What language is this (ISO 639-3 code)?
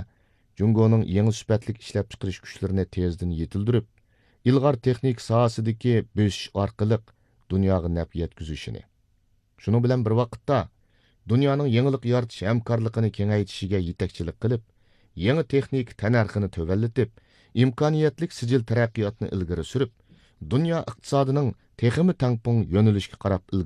uig